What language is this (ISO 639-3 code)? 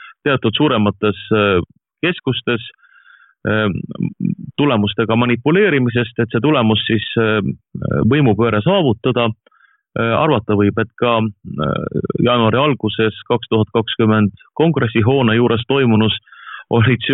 est